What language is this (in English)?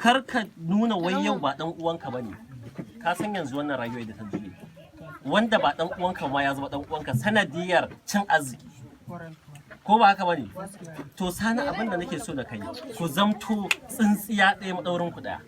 Hausa